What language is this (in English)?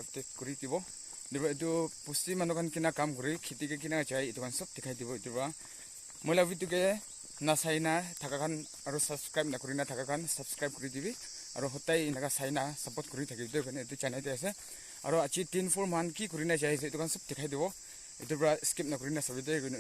Naga Pidgin